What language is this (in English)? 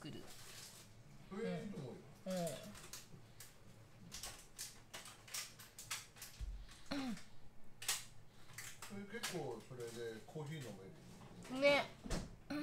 Japanese